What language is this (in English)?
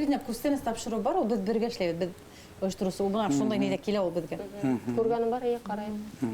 Bashkir